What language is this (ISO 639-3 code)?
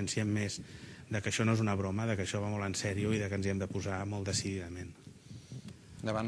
cat